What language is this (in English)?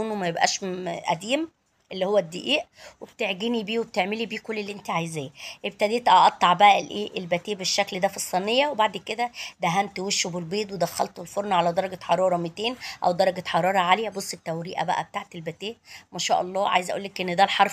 Egyptian Arabic